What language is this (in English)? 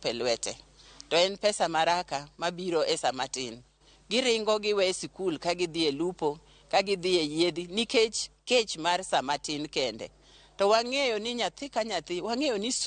Luo (Kenya and Tanzania)